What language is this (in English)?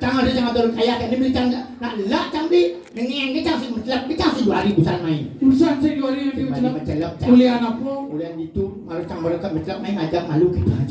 Balinese